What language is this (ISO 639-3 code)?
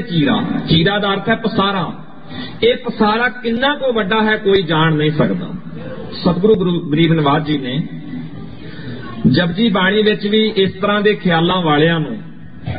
pan